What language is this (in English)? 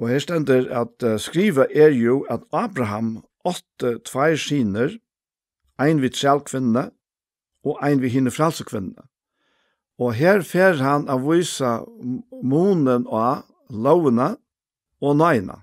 Faroese